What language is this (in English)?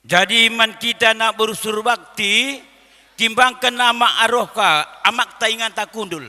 Batak Karo